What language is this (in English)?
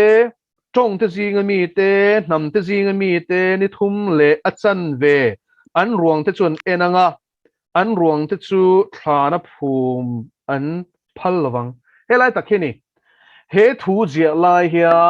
Mizo